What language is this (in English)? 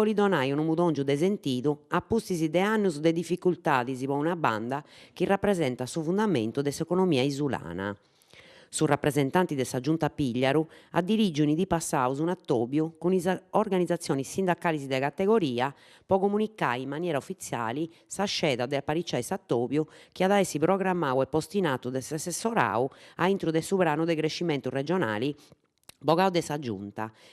Sardinian